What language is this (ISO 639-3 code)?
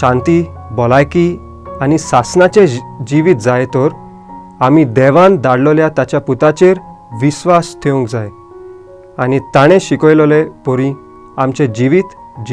kok